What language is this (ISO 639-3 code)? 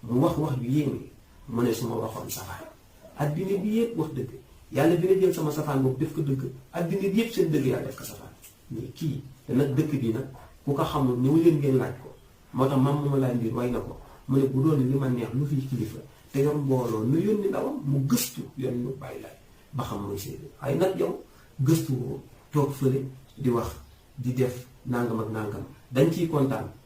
wol